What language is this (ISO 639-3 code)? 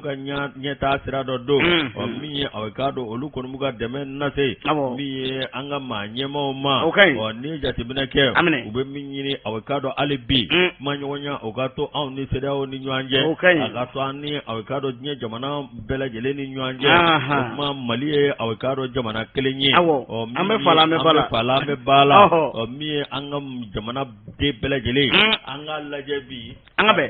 bam